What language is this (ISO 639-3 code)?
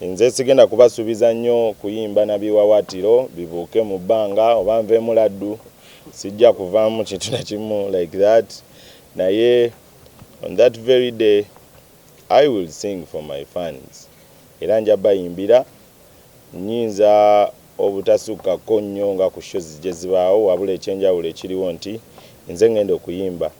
lug